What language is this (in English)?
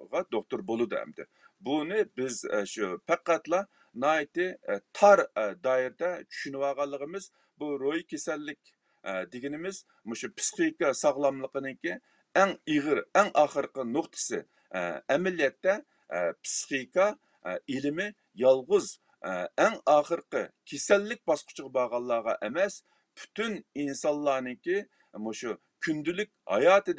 Uyghur